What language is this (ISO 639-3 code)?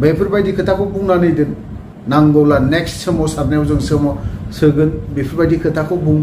brx